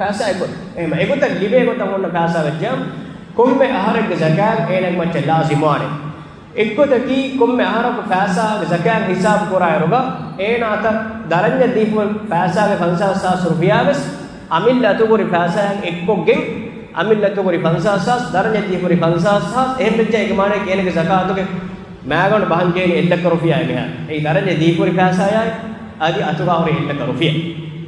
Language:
Divehi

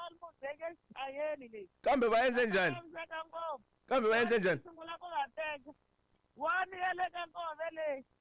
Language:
Tsonga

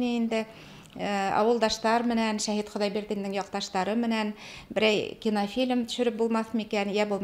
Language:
Bashkir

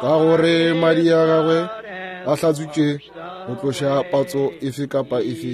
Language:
Northern Sotho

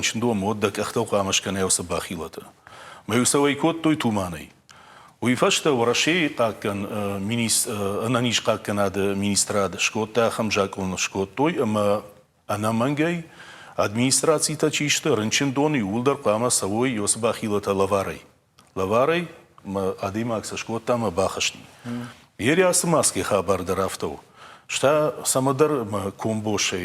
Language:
Ossetic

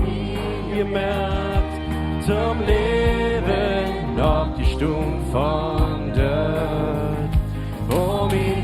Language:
Plautdietsch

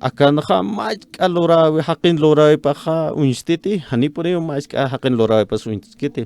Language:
Aymara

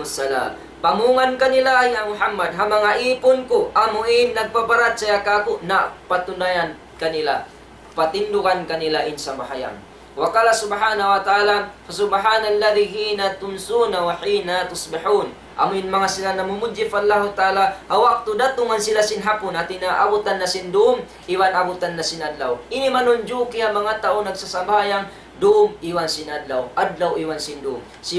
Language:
Tausug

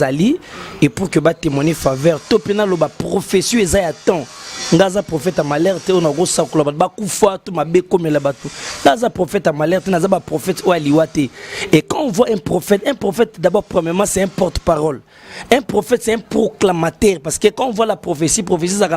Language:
Lingala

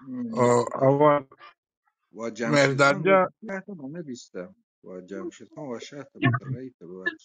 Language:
Baluchi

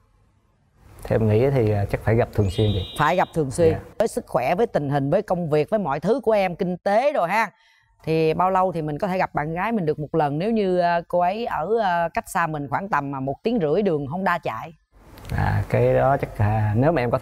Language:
Vietnamese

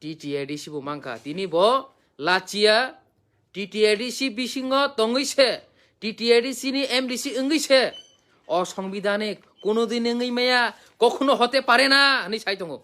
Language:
Kok Borok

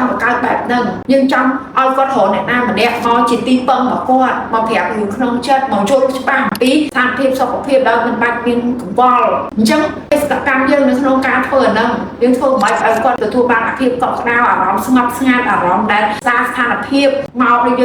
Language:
Khmer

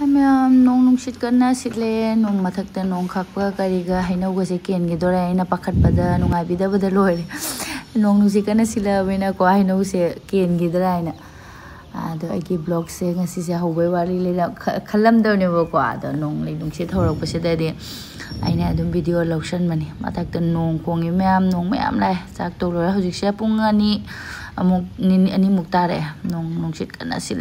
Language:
Manipuri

